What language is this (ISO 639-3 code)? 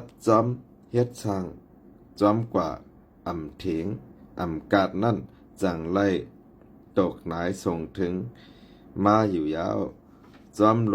shn